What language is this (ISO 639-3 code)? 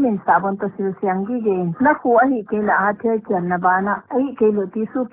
pck